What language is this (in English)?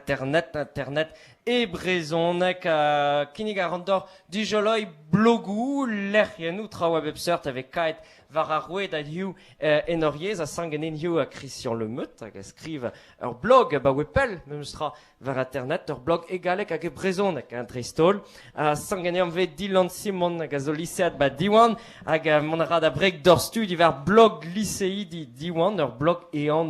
Breton